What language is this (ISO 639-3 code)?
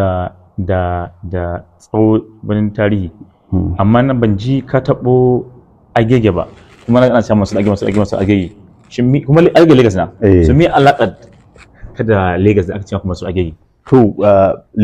hau